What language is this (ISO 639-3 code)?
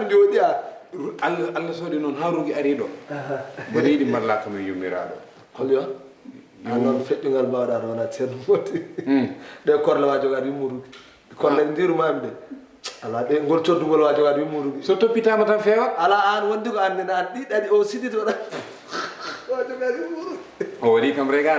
ful